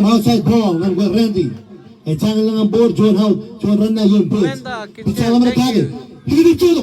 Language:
Marshallese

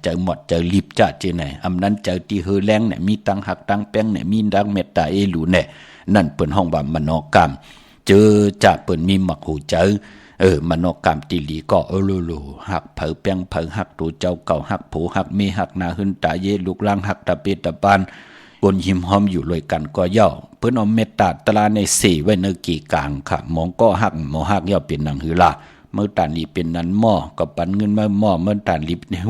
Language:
Shan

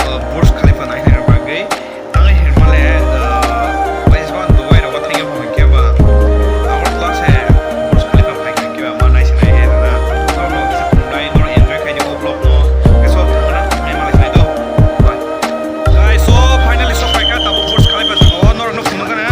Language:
Kok Borok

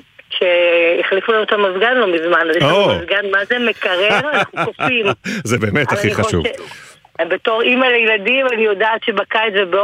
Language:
Hebrew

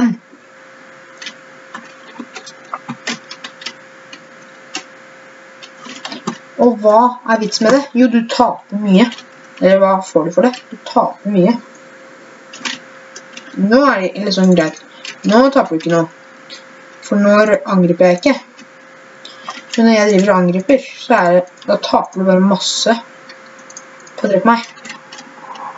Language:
Norwegian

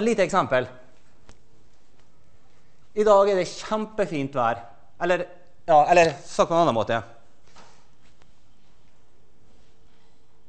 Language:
Norwegian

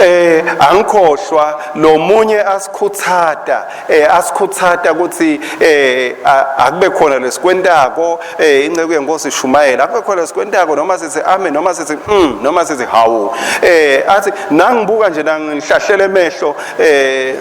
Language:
Swati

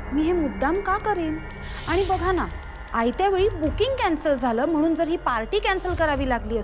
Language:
Marathi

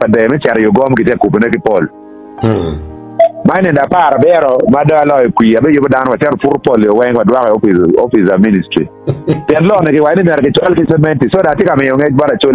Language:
Acoli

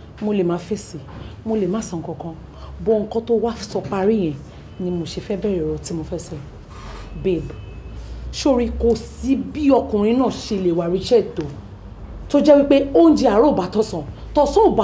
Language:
Yoruba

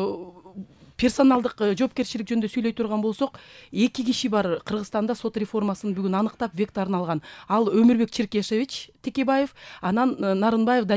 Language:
Kyrgyz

